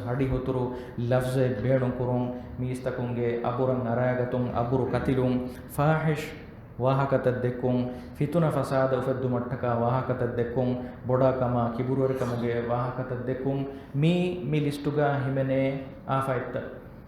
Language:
Divehi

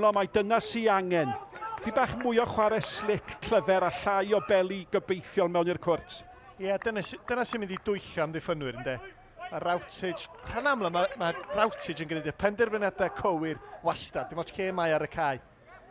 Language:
Welsh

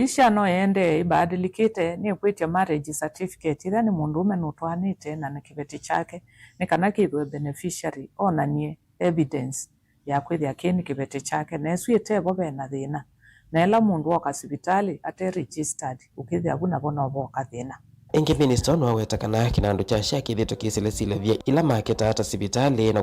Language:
Kamba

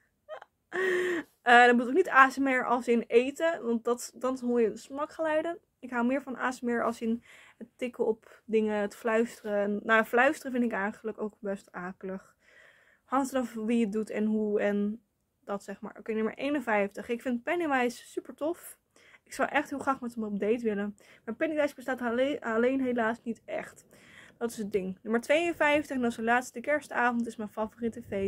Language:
Dutch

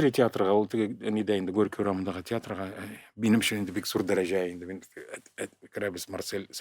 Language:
Tatar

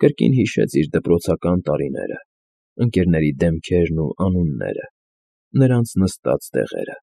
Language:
Armenian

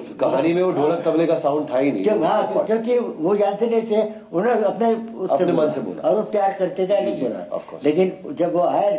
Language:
Hindi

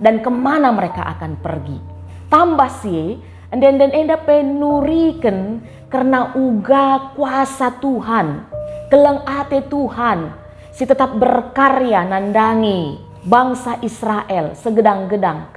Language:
Batak Karo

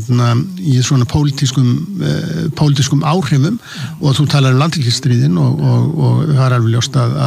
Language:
Icelandic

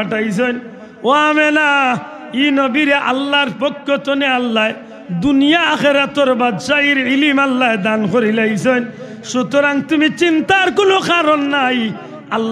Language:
Sylheti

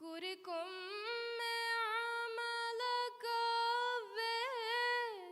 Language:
Divehi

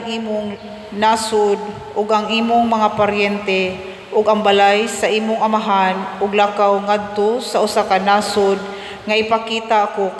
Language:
Cebuano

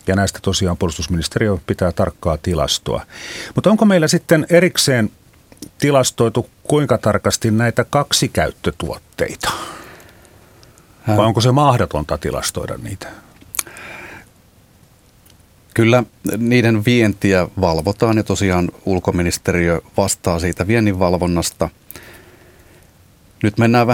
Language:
Finnish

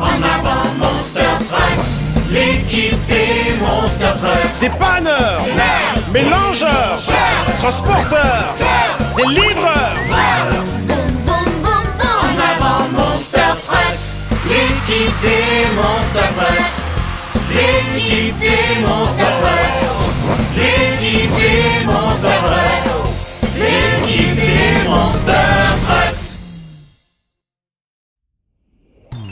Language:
French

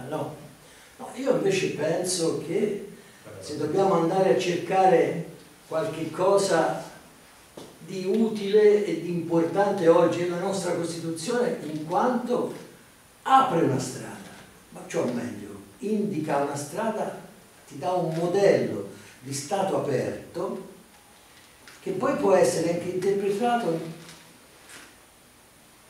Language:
Italian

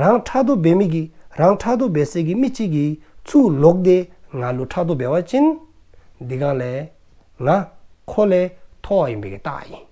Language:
Dzongkha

